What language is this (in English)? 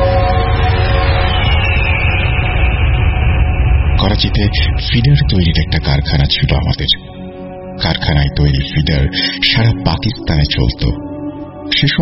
Bangla